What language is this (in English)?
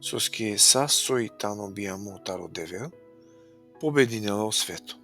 Balkan Romani